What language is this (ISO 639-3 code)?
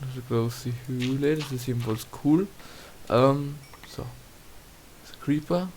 bar